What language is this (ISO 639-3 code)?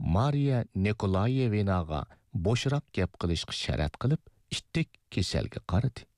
uig